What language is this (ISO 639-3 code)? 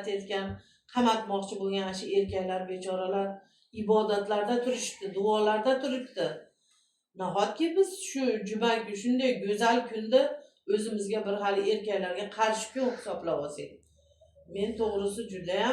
uzb